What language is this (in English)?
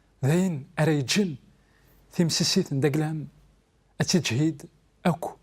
Kabyle